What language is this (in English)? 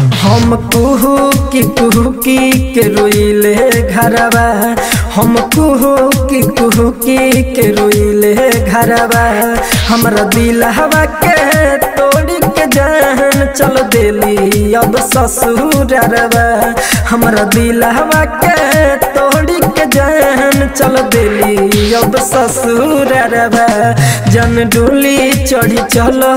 Bhojpuri